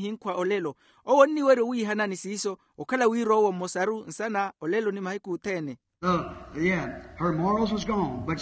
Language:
Makhuwa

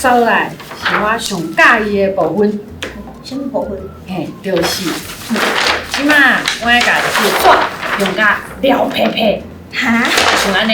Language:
Min Nan Chinese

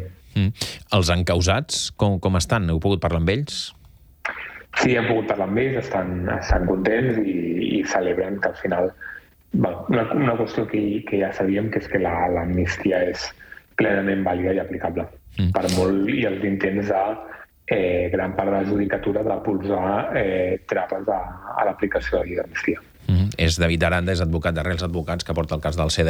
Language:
Catalan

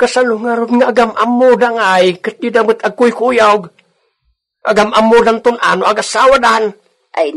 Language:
Iloko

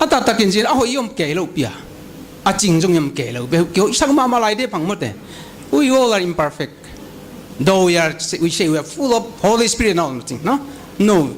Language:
Paite Chin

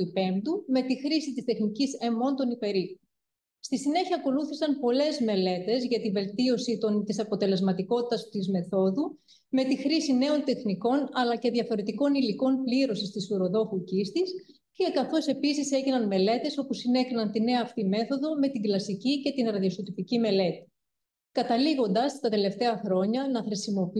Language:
Greek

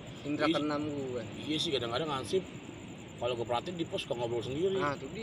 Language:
Betawi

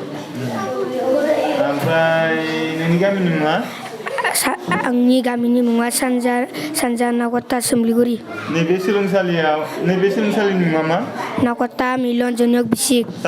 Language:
Bodo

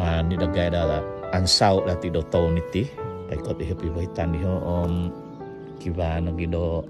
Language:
Central Dusun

